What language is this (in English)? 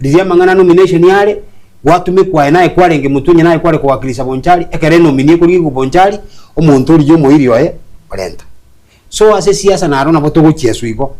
Gusii